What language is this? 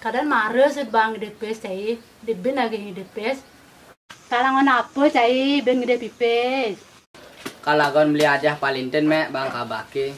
Balinese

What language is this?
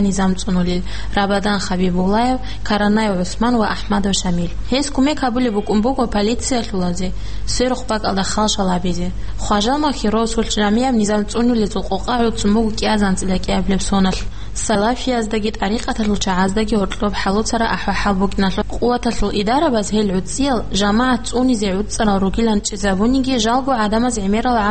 Avaric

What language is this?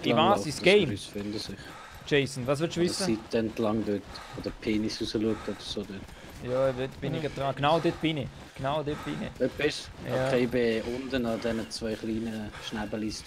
Swiss German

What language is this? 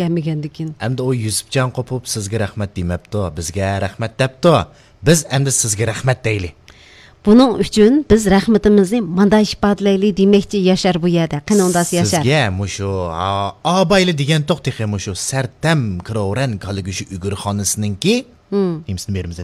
Uyghur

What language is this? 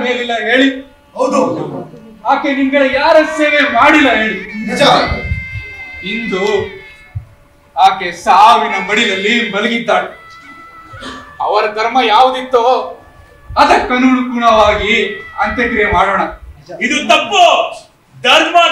Kannada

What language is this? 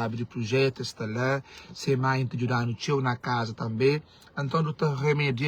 Kabuverdianu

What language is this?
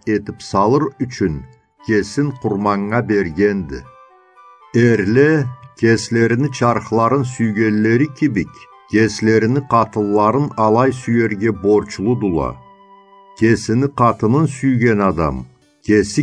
Karachay-Balkar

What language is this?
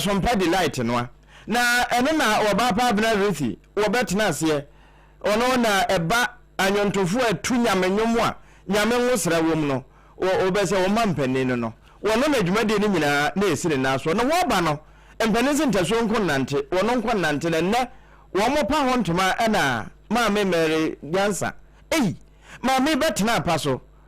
Akan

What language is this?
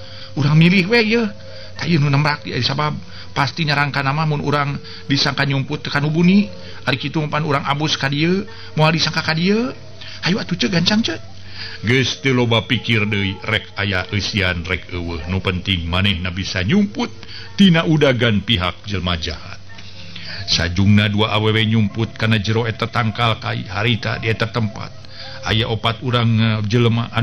Sundanese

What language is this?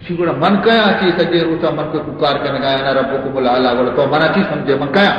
Baluchi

